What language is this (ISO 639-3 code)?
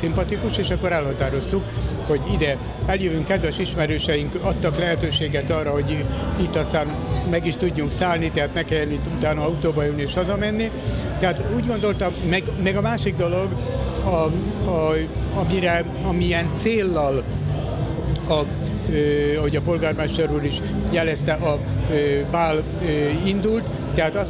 hun